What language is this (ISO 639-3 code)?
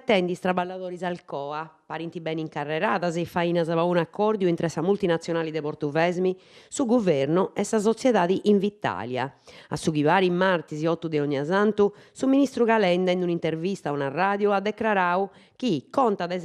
srd